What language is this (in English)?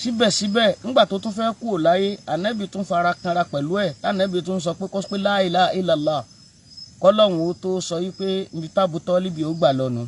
Yoruba